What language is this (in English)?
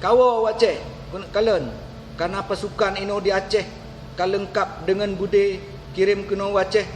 Achinese